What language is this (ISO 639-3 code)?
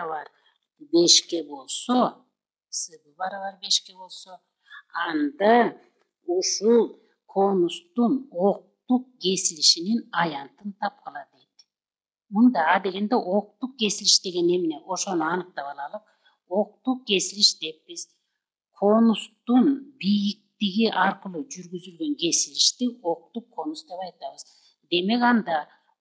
kir